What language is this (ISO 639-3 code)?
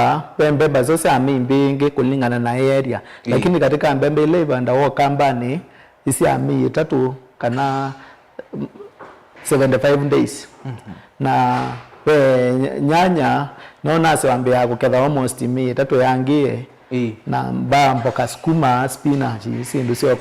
kam